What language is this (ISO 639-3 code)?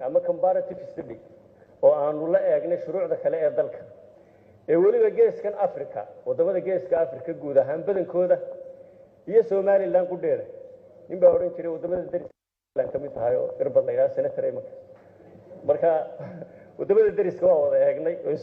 som